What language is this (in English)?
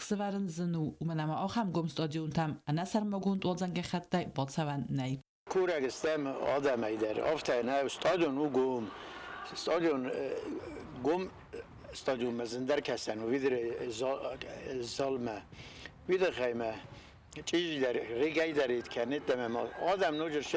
Ossetic